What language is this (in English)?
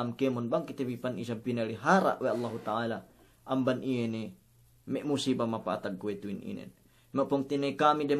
Yakan